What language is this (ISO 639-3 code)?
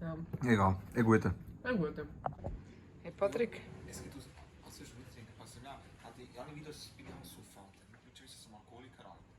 gsw